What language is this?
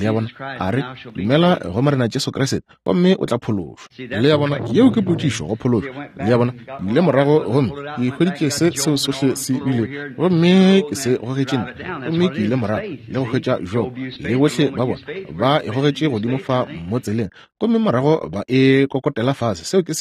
Northern Sotho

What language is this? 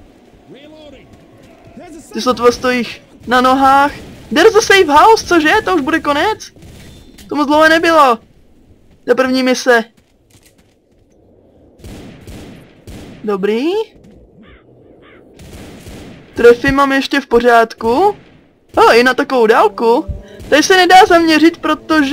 Czech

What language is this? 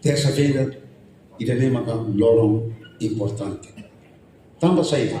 Tetum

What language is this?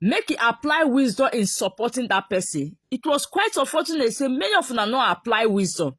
Nigerian Pidgin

